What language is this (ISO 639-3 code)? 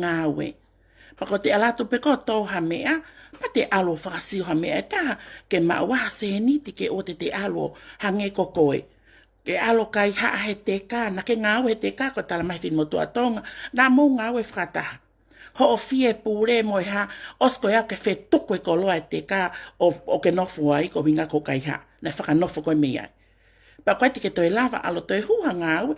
ton